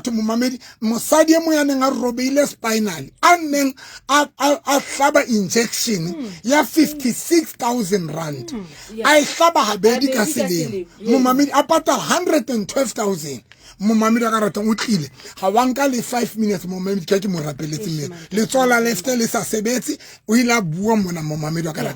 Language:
Southern Sotho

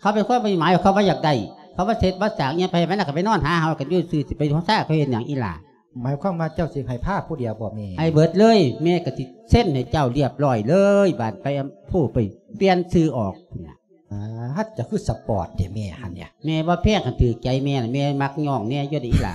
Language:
Lao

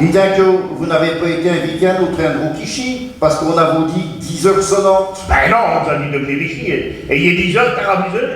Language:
Picard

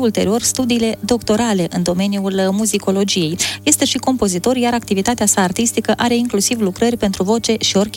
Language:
Romanian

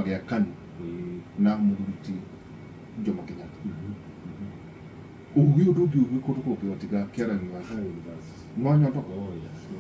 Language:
Kikuyu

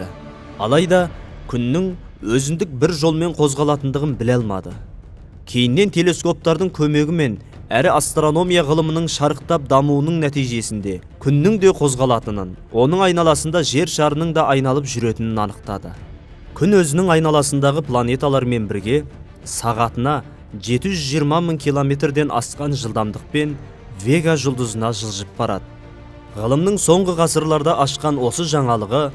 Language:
Kazakh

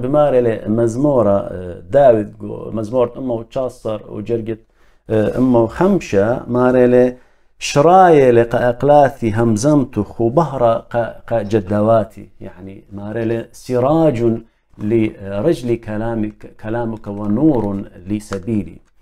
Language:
Assyrian Neo-Aramaic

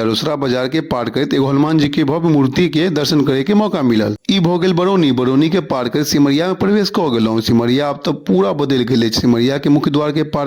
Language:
Maithili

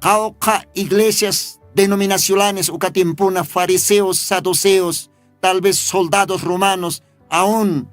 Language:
Aymara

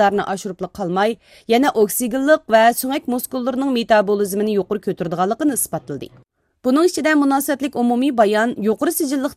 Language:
Uyghur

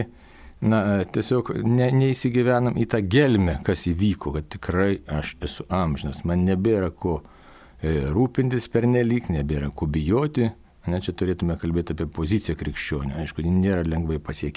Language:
Lithuanian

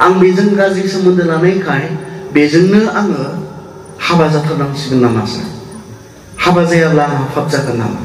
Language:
Bodo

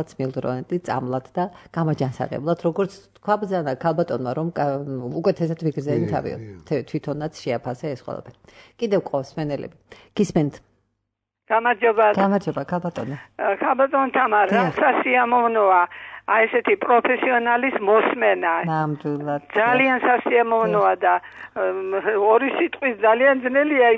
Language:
Georgian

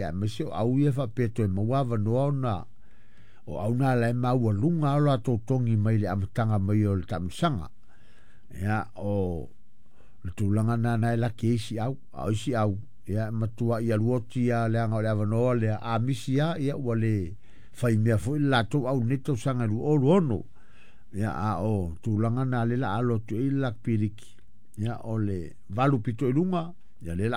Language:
Samoan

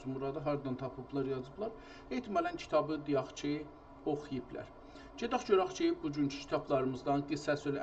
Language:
South Azerbaijani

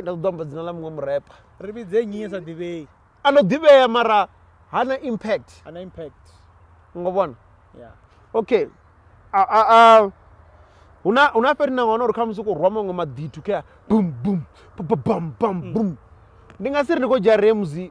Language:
Venda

